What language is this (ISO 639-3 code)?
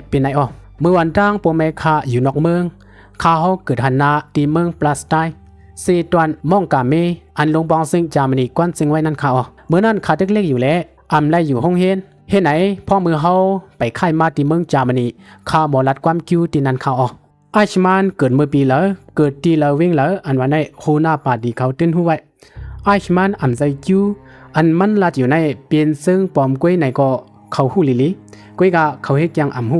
shn